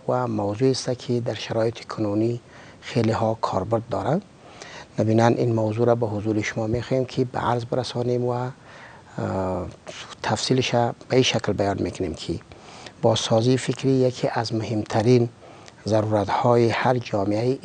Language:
Persian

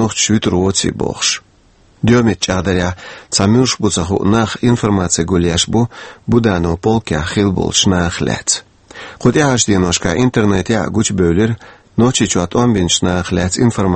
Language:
Chechen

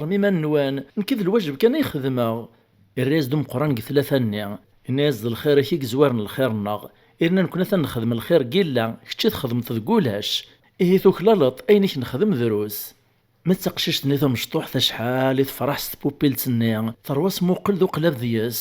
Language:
Kabyle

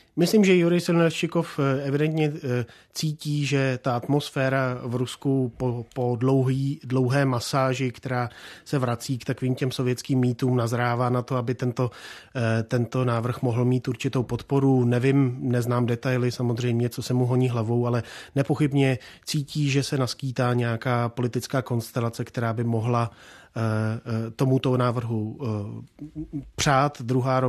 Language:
Czech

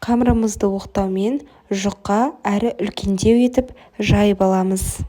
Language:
Kazakh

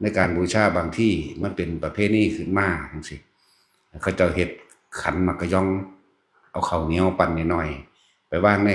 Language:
Northeastern Thai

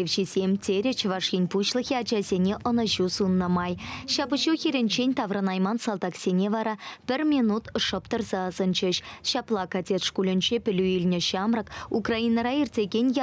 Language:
Chuvash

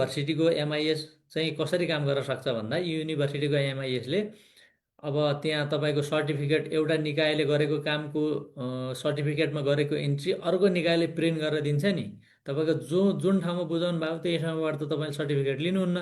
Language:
Nepali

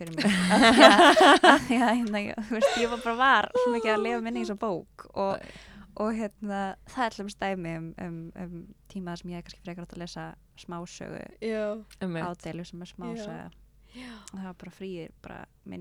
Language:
Icelandic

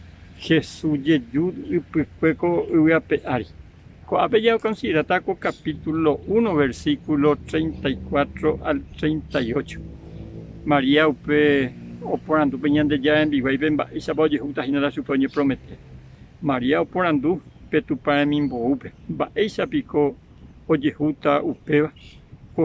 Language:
Guarani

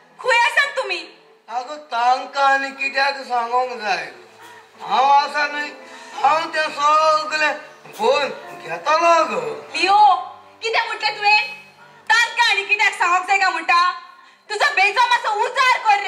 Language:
Konkani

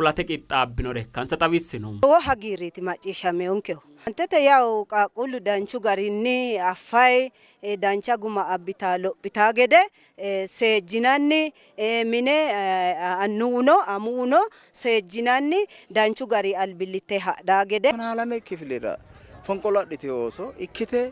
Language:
Sidamo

